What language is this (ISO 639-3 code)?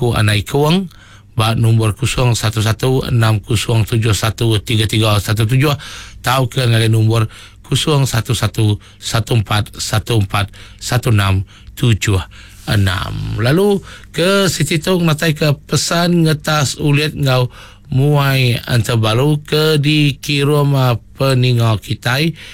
iba